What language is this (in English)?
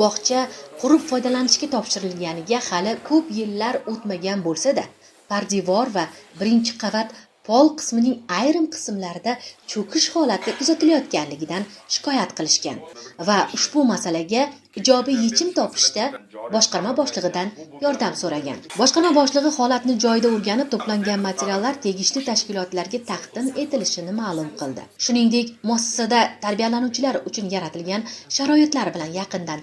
Uzbek